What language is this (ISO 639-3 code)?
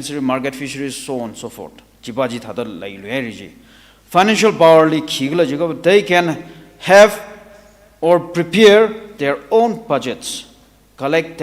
nmf